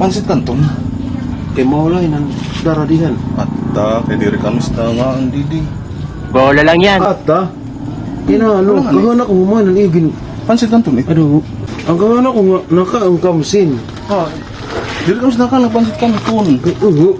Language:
Waray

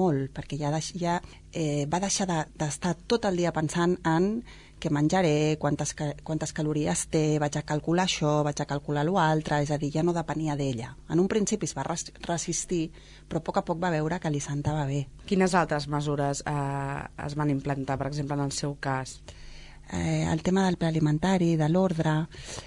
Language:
Catalan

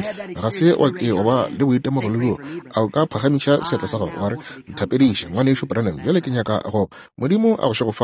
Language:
Northern Sotho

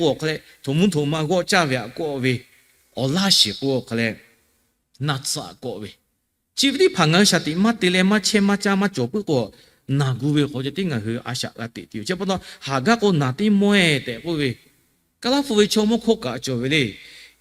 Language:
Lahu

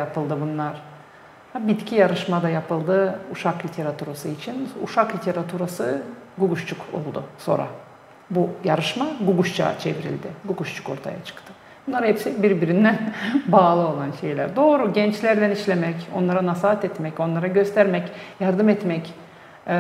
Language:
Gagauz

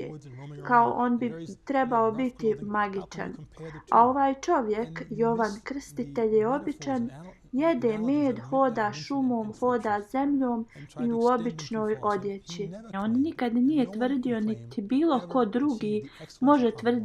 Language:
Bosnian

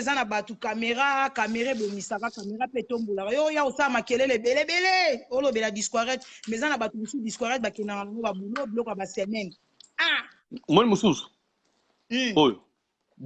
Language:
Lingala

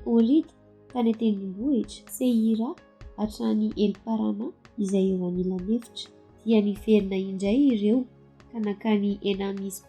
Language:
Malagasy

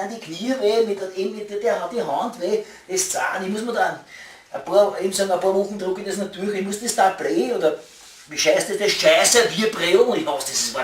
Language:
Bavarian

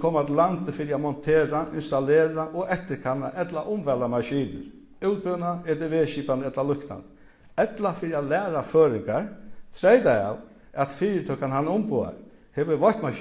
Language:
Faroese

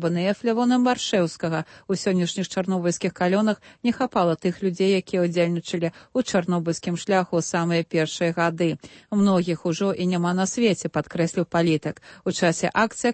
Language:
Belarusian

